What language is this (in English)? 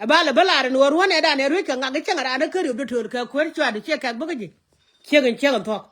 Nuer